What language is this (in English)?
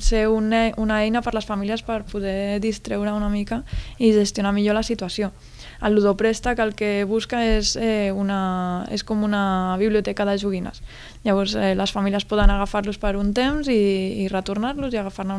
Catalan